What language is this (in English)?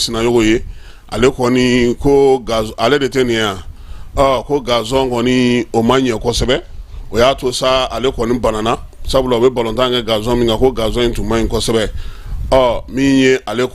Bambara